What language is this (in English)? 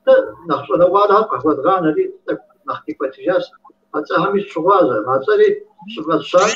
Kabardian